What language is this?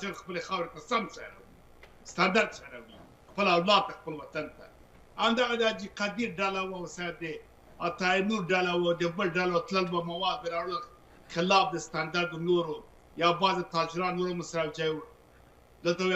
Pashto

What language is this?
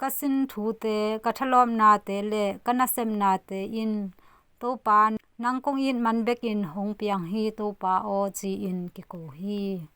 Tedim Chin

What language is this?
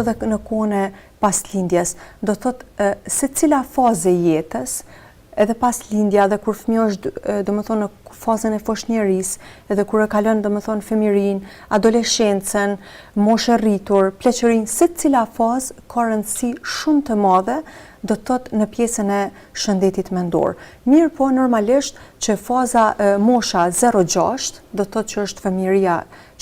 Albanian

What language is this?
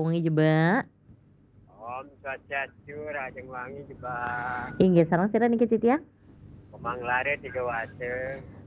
Balinese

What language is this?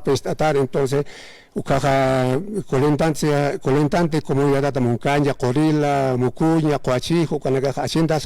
Aymara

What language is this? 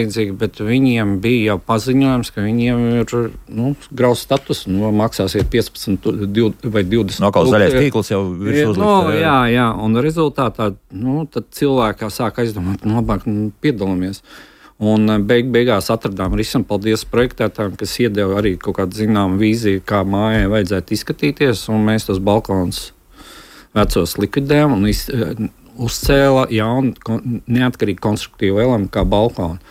Latvian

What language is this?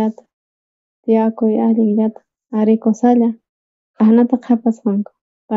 South Bolivian Quechua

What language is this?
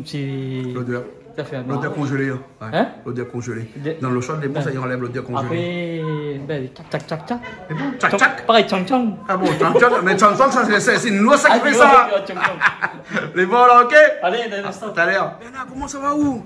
Réunion Creole French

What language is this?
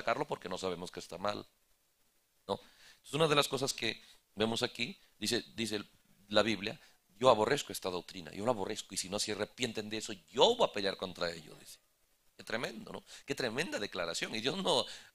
Spanish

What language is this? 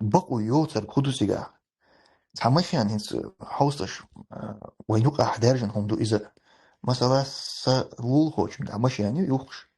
Chechen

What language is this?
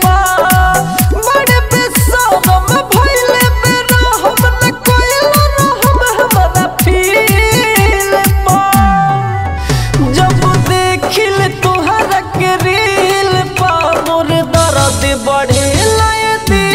Bhojpuri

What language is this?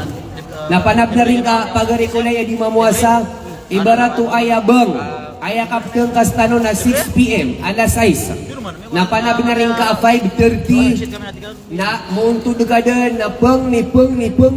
Maranao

